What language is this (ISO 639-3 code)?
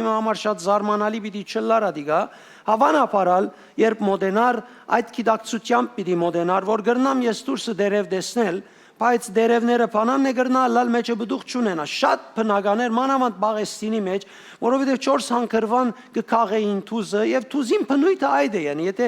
hyw